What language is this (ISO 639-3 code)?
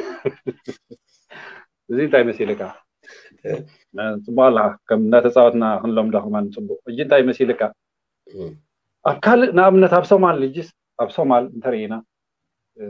tir